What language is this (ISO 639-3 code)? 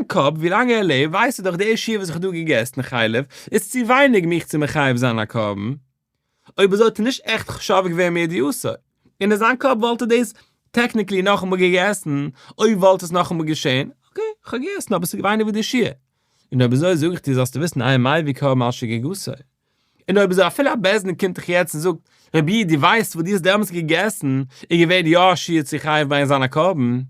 yid